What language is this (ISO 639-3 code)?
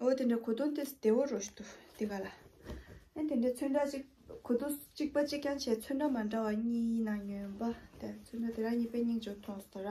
bod